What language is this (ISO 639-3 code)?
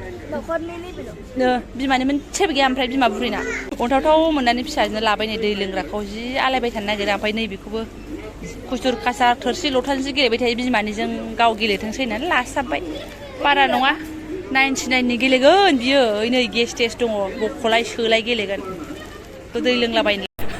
brx